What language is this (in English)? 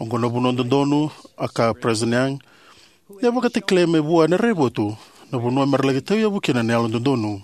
Fijian